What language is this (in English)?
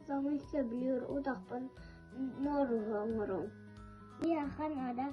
Yakut